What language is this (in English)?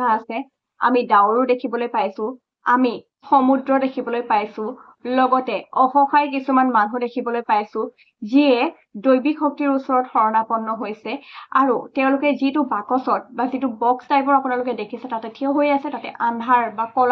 Assamese